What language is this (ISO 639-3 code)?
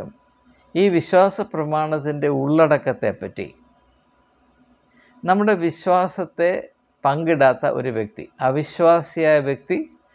mal